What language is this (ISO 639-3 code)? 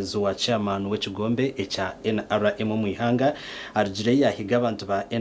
nyn